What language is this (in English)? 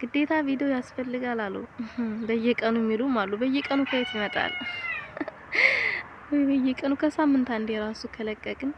Amharic